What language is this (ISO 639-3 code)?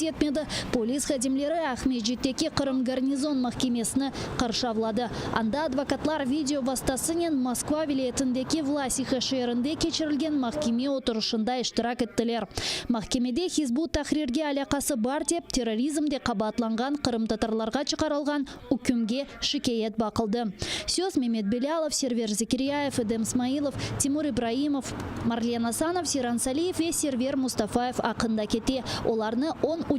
crh